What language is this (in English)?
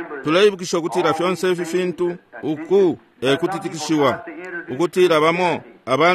Bemba